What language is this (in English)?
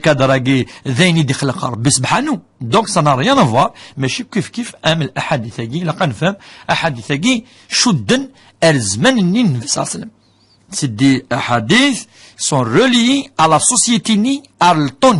Kabyle